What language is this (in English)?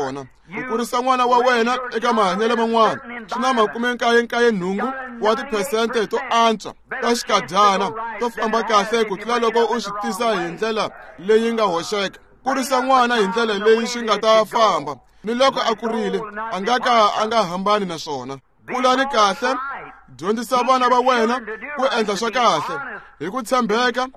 Tsonga